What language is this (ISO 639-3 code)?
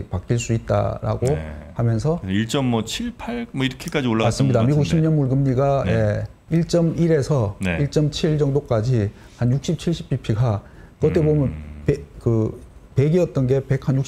kor